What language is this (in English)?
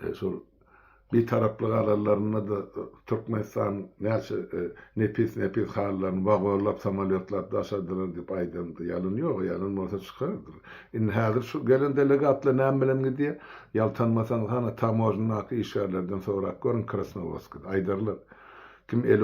Turkmen